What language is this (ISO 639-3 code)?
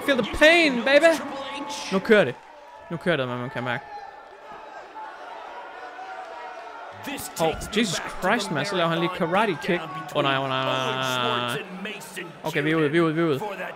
dan